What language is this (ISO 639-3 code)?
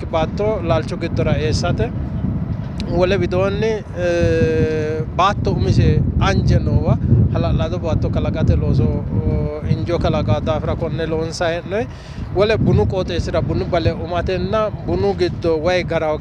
sid